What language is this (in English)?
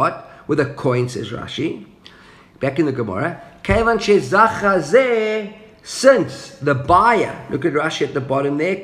English